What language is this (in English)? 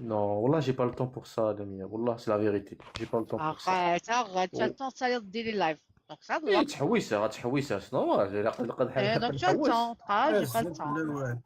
Kabyle